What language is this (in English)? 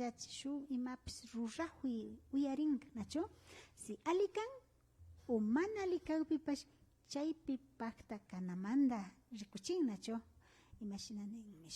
Imbabura Highland Quichua